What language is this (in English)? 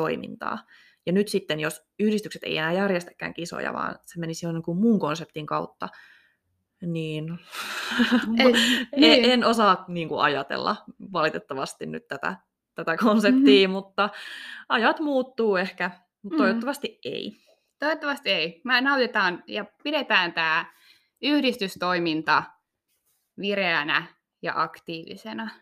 Finnish